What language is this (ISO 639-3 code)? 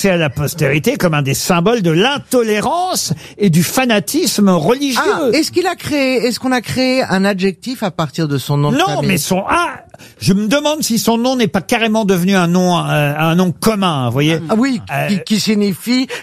fra